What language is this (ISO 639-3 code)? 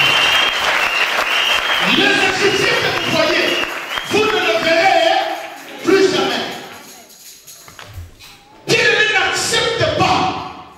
fra